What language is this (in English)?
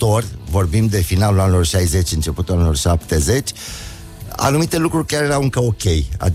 Romanian